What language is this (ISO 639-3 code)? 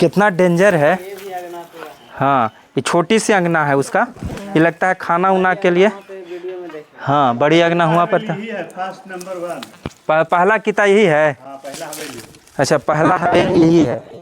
mag